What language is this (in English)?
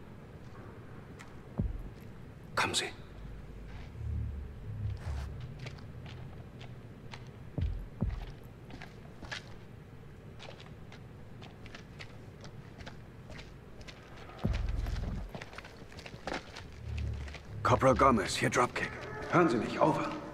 German